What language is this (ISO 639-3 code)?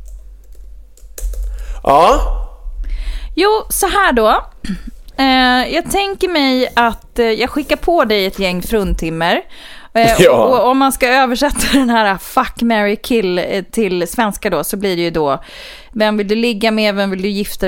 swe